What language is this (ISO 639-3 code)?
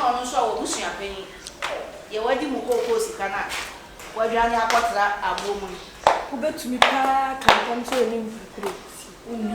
aka